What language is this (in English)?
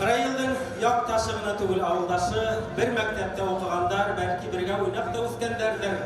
Bashkir